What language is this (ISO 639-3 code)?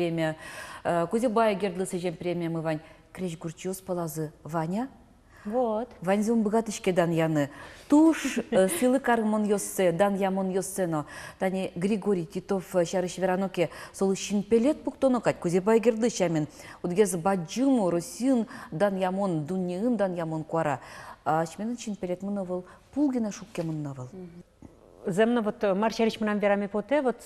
udm